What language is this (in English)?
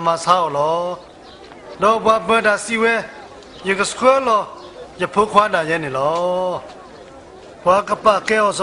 S'gaw Karen